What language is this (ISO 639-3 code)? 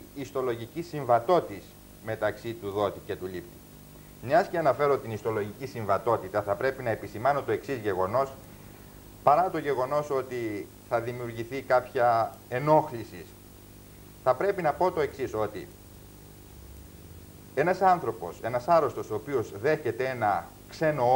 ell